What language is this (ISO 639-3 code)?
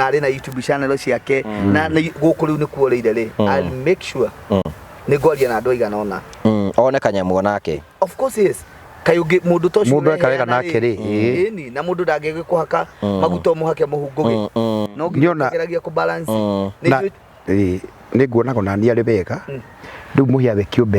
kik